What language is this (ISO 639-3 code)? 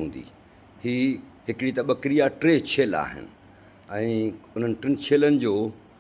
snd